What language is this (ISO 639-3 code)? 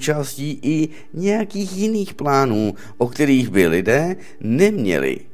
ces